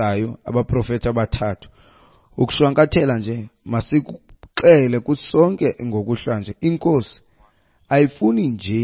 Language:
Xhosa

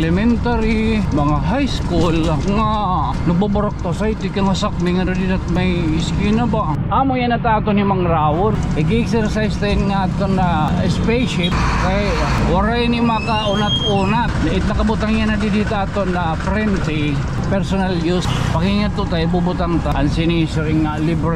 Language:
Waray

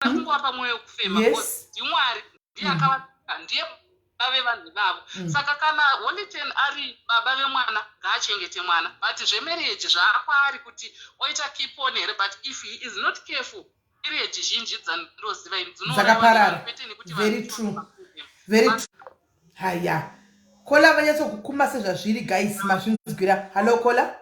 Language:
Shona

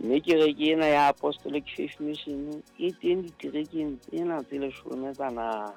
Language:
Southern Sotho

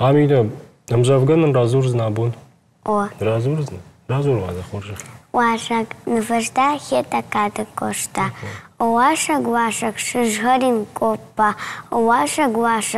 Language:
Ossetic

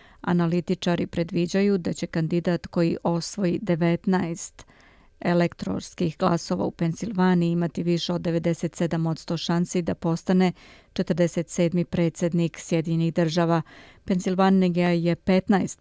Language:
Serbian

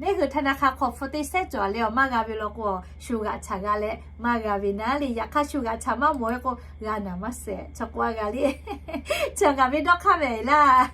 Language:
Lahu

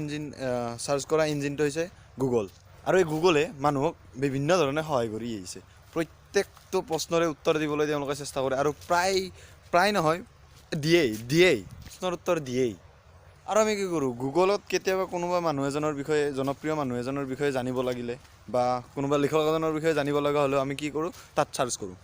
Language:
Assamese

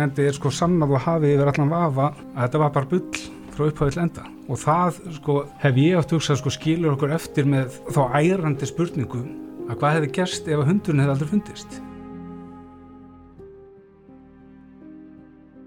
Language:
Icelandic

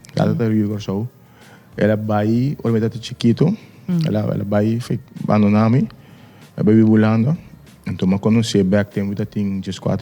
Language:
Papiamento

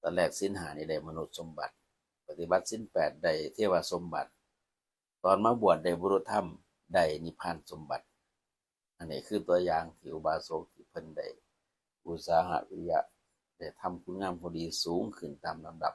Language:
Lao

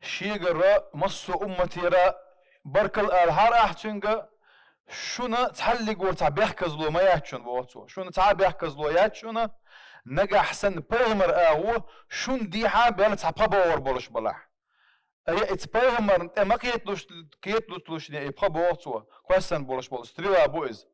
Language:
Chechen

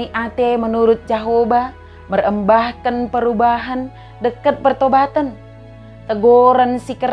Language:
Batak Dairi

